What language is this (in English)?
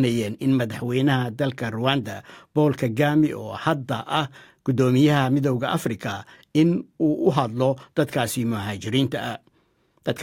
Somali